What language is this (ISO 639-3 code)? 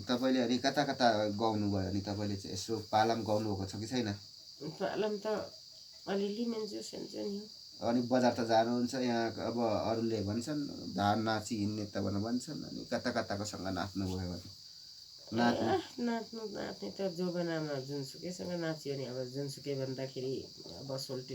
nep